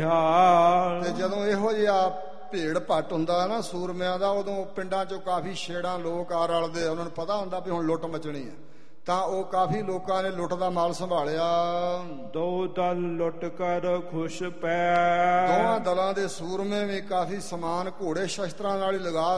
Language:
Punjabi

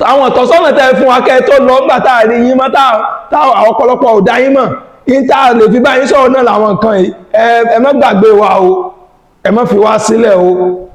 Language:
Yoruba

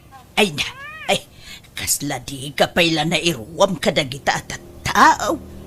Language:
Iloko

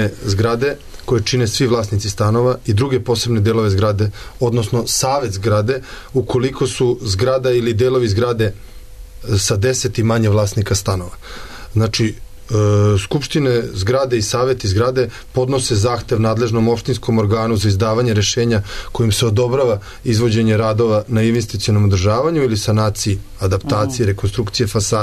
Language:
Serbian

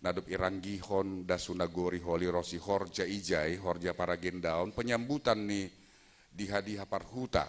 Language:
Batak Simalungun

